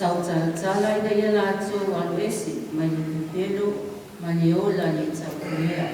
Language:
Samoan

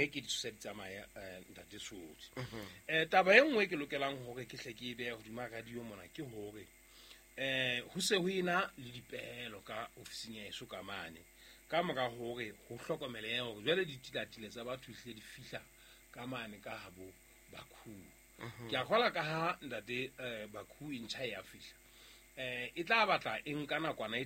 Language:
Southern Sotho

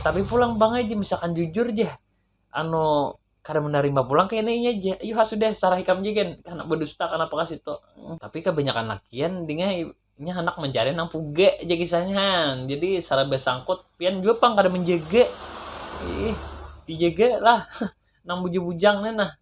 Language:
Banjar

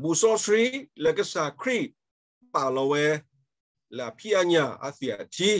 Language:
S'gaw Karen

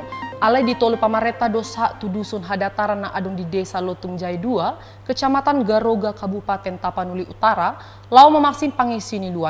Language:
Batak Toba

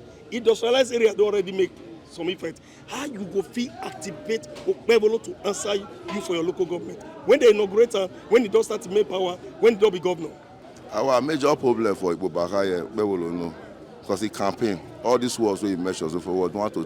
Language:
Nigerian Pidgin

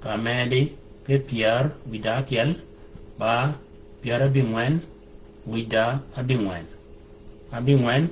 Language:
Shilluk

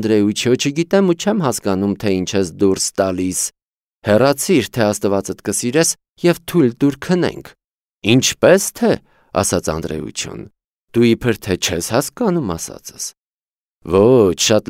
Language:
Armenian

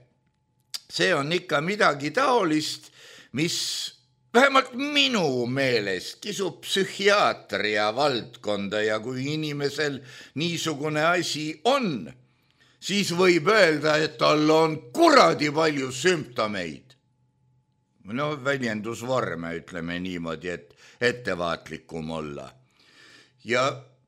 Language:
Estonian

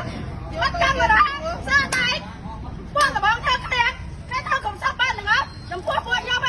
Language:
Khmer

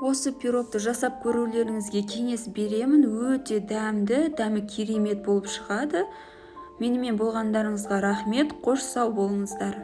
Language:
Kazakh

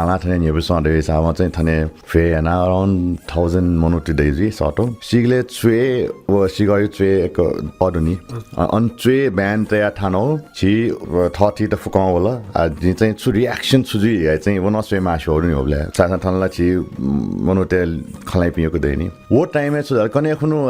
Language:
Newari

